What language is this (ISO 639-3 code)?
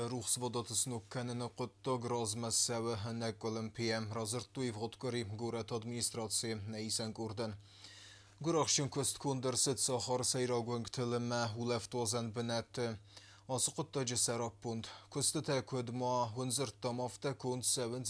oss